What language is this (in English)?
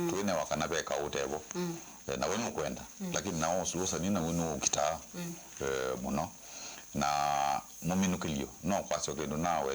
Kamba